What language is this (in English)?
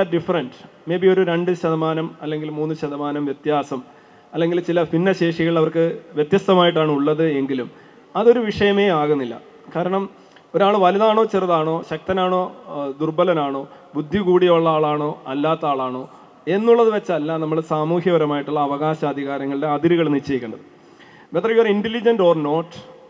Malayalam